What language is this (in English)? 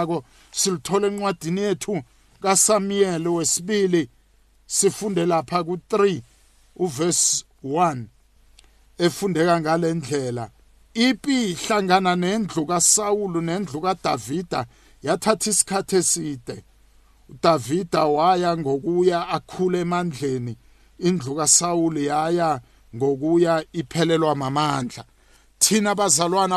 South Ndebele